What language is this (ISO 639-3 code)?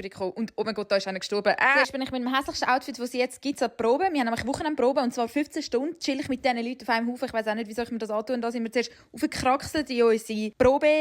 gsw